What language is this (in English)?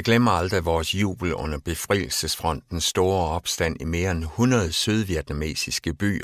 Danish